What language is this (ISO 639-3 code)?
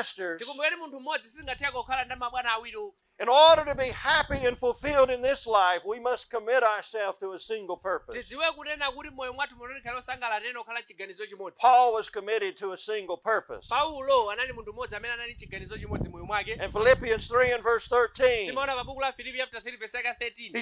nya